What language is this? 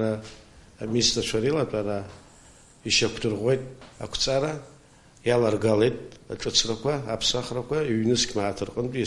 Abkhazian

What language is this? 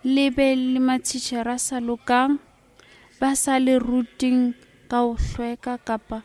Southern Sotho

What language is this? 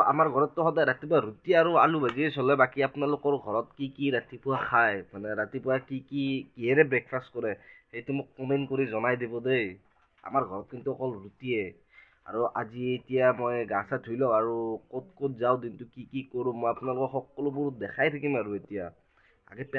Assamese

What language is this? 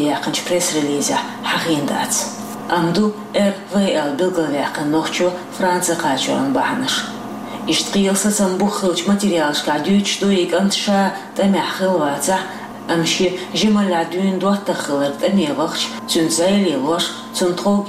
Chechen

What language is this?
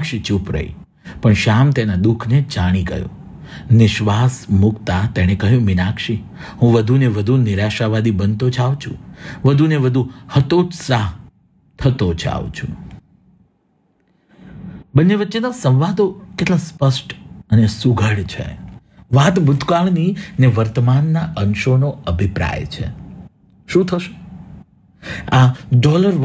Gujarati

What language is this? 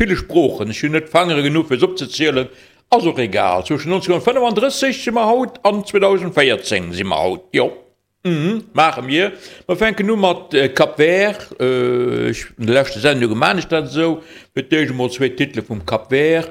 Luxembourgish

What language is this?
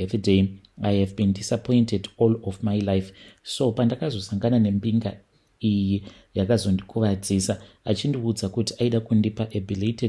Shona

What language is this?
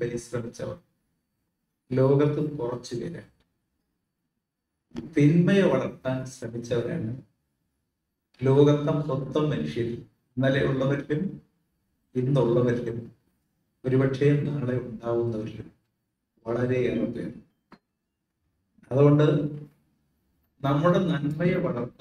Malayalam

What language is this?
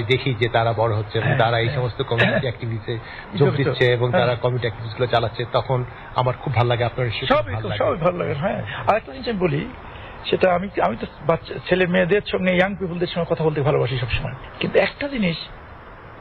Bangla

